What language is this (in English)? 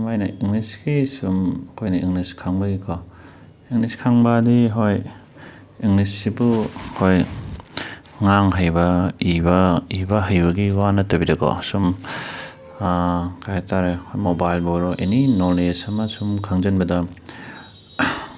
Manipuri